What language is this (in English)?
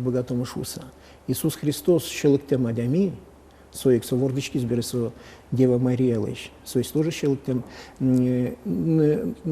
Udmurt